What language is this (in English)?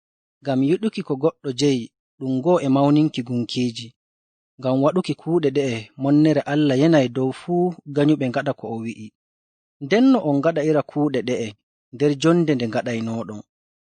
Fula